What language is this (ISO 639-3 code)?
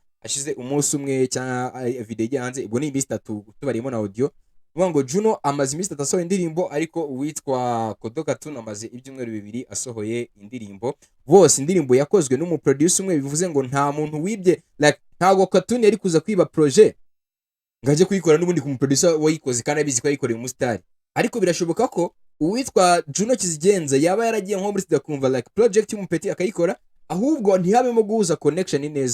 kin